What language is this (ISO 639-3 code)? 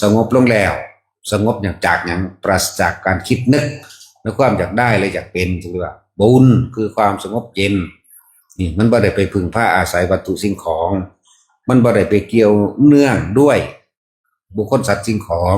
tts